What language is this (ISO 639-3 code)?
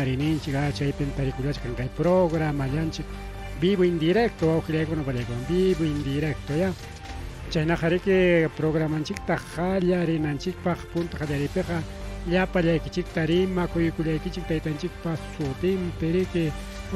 quy